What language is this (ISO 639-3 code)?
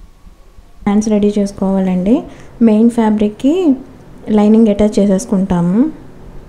tel